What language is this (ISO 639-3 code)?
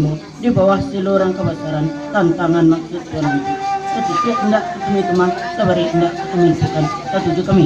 min